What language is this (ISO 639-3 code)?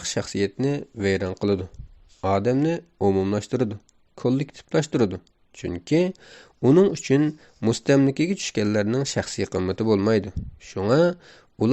uig